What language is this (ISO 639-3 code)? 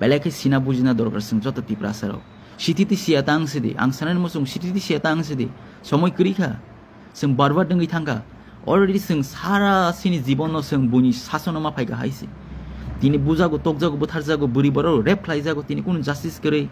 trp